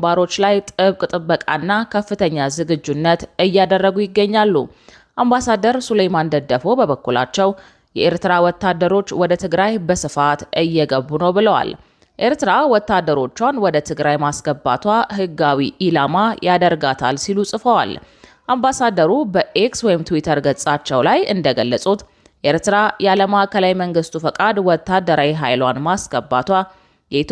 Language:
Amharic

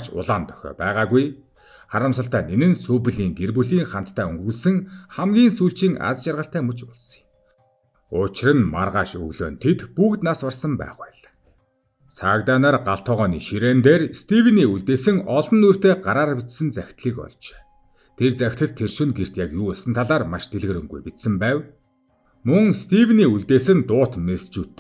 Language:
Mongolian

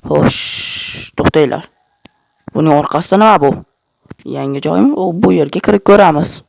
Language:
Uzbek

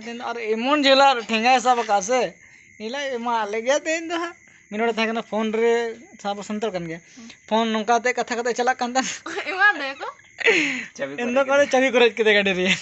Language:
Santali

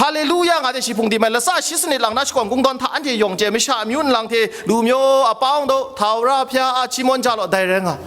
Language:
Kachin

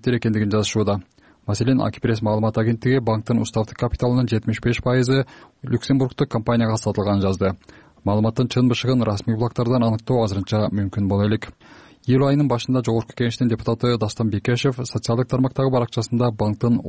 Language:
Kyrgyz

